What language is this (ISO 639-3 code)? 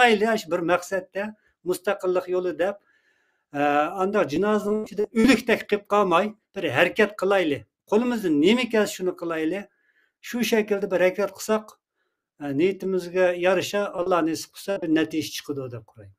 uig